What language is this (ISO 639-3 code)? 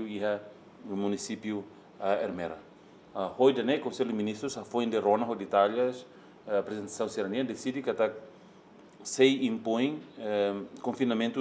tet